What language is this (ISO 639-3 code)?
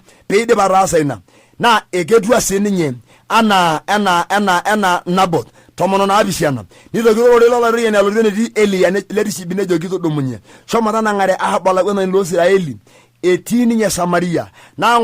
mas